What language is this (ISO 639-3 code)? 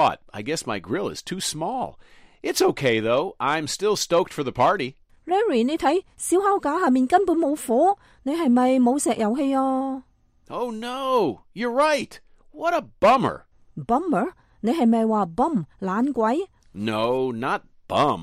yue